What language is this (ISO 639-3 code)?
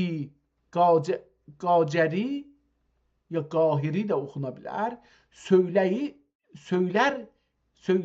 azb